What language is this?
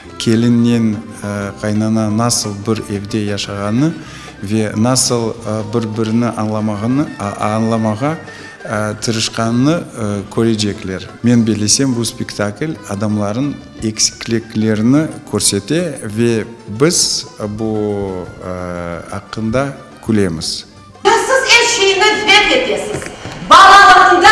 Crimean Tatar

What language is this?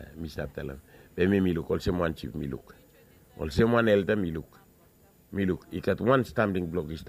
Bislama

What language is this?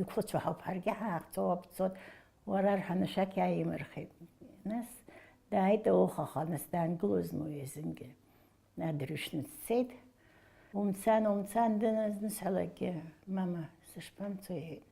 Abkhazian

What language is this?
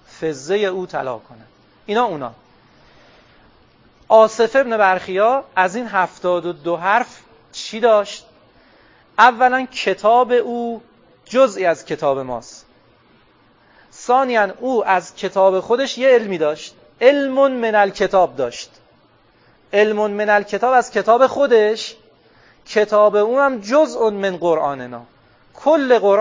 Persian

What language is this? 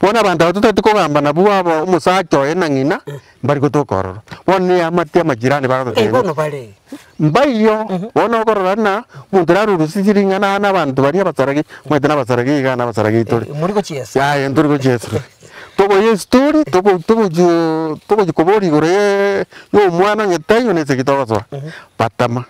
Gusii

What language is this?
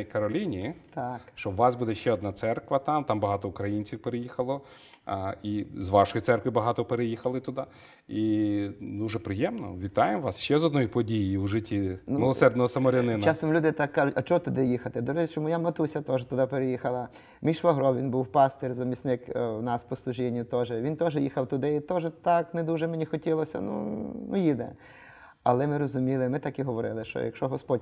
Ukrainian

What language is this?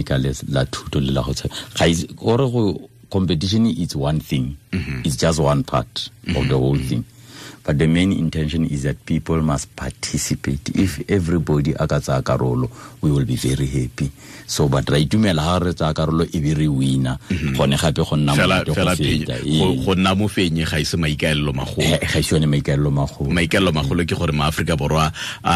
Tswana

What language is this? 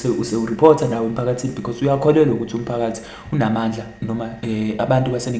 Zulu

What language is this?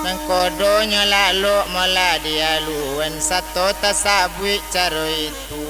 Minangkabau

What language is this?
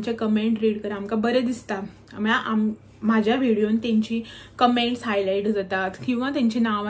Konkani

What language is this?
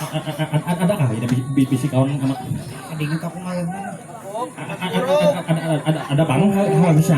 Banjar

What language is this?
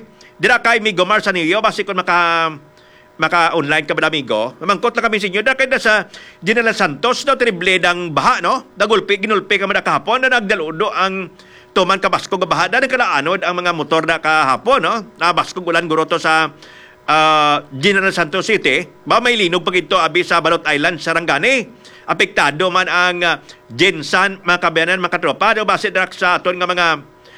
Hiligaynon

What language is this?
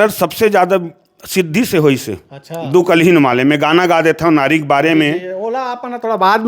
Chhattisgarhi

